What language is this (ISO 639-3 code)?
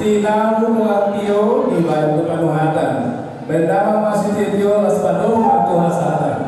bbc